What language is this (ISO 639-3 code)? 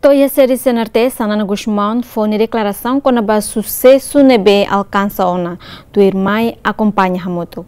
tet